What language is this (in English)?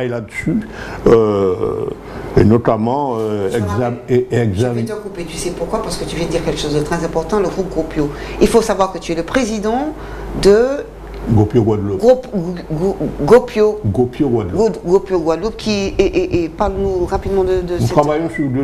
French